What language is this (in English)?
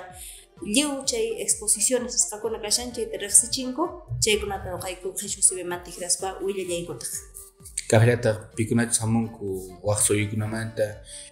Quechua